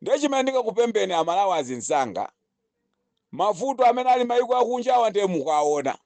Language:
Nyanja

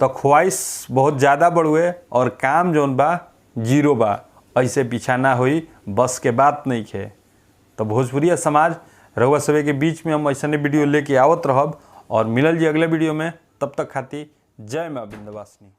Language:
Bhojpuri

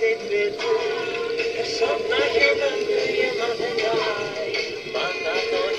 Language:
Icelandic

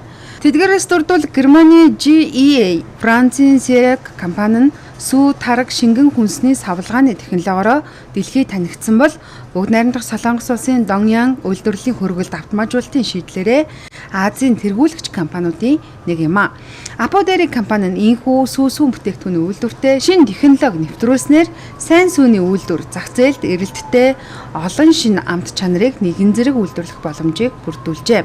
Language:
Mongolian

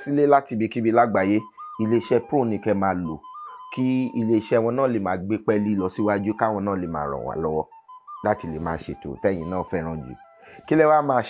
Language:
Yoruba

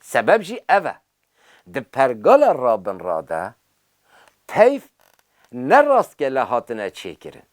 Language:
Kurdish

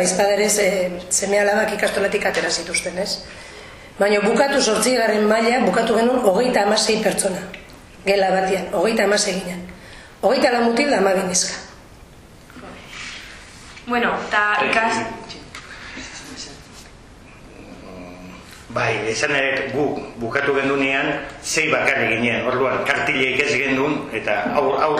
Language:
Basque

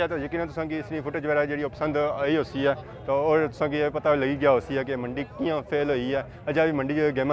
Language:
Pahari-Potwari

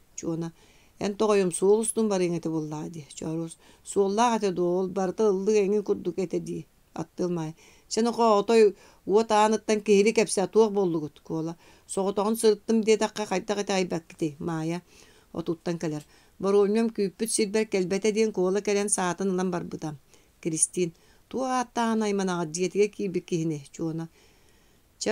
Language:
Yakut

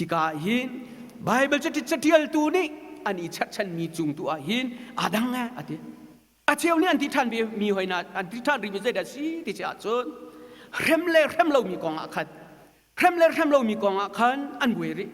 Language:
Hakha Chin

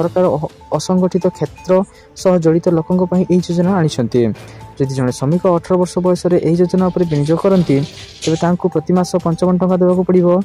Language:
Odia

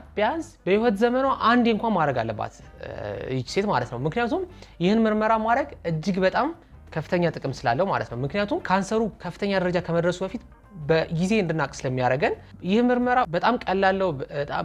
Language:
Amharic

